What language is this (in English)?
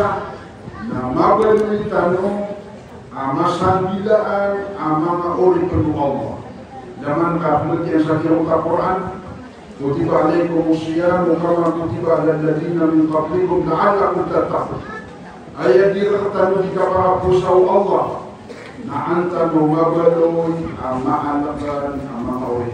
Maranao